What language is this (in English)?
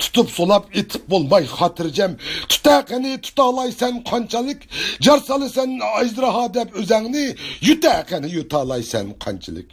Uyghur